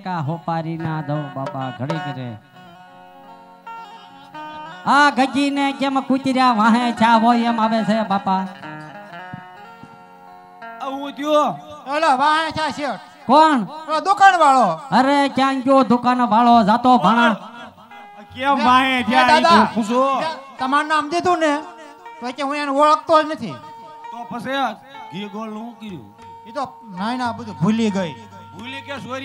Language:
Gujarati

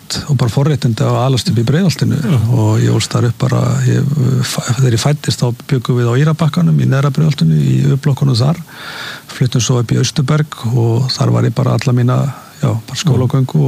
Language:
Icelandic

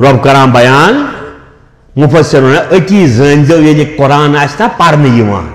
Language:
Kashmiri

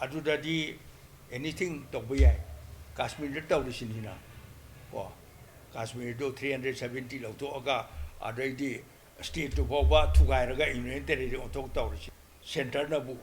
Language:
Manipuri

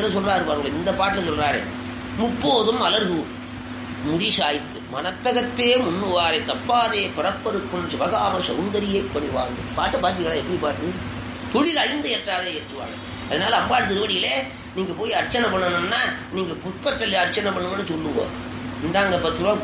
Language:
Tamil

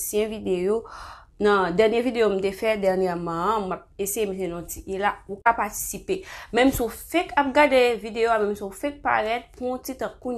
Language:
Haitian Creole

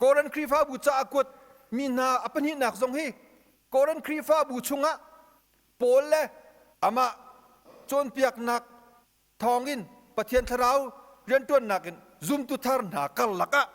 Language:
Hakha Chin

